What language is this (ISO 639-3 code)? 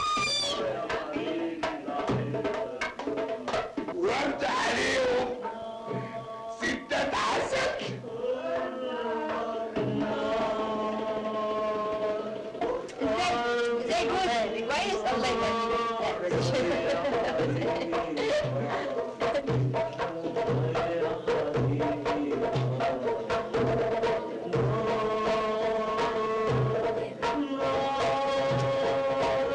arz